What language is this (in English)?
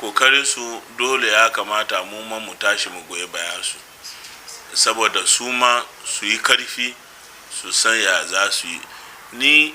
Hausa